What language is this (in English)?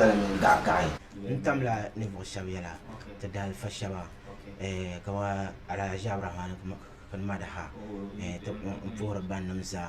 Dagbani